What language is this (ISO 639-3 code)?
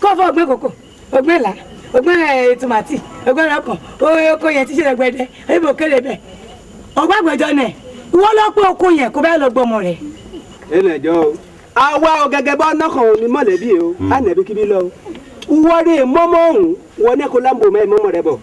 yor